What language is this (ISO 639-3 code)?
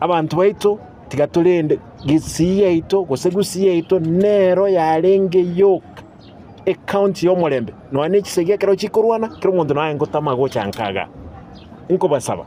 guz